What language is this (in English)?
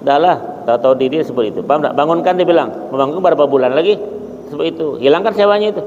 Banjar